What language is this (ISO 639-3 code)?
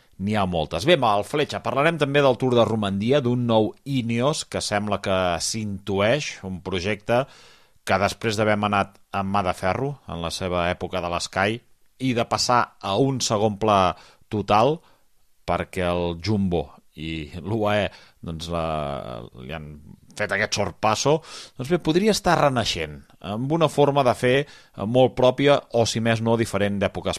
cat